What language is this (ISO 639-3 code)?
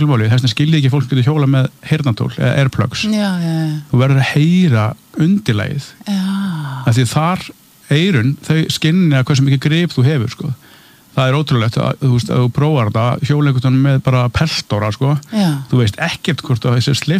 isl